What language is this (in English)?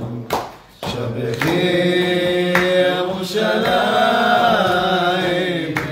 Hebrew